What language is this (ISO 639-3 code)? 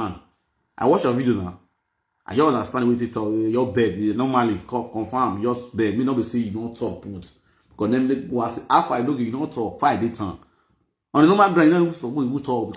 pcm